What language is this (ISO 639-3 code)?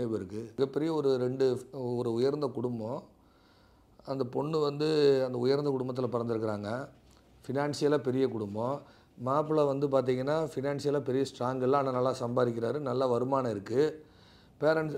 tam